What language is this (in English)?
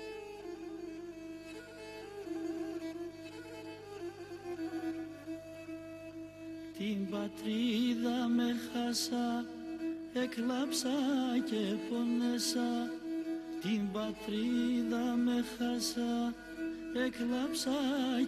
Greek